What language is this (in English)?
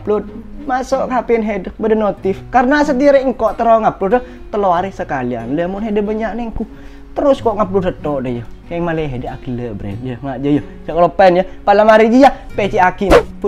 Madurese